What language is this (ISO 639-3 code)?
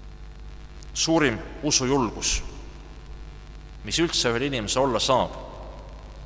est